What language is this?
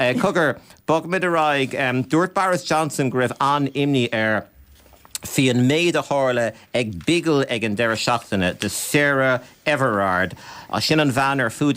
Irish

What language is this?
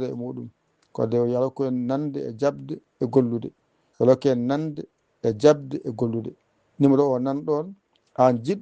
Fula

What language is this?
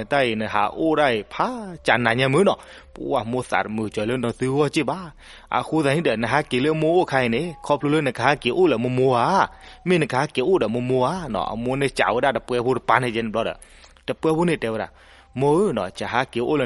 S'gaw Karen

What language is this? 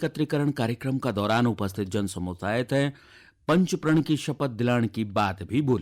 Garhwali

